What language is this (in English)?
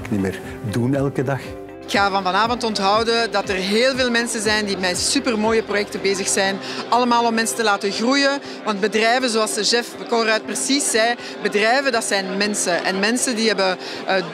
Dutch